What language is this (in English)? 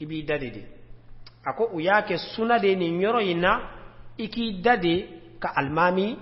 Bambara